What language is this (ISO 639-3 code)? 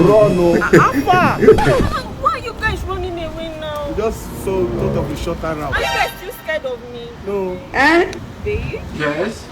pcm